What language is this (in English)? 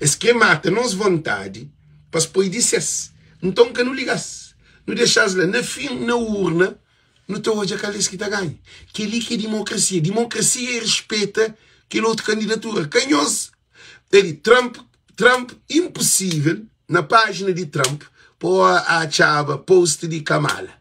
Kabuverdianu